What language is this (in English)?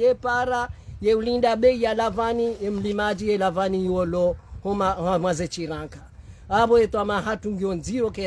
Ngazidja Comorian